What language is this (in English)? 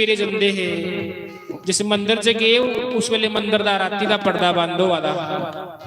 Dogri